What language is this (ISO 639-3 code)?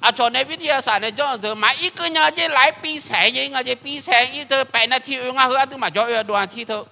ahk